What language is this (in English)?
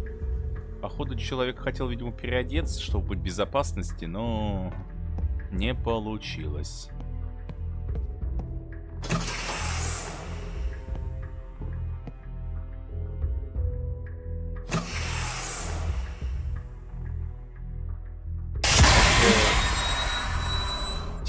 Russian